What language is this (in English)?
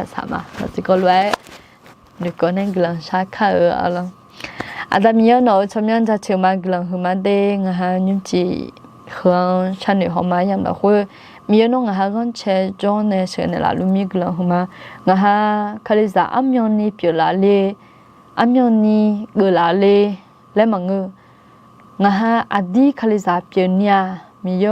Akha